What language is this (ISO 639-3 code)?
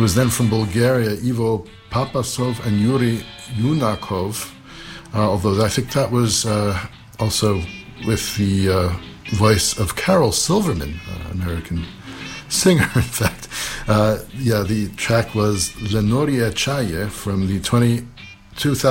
eng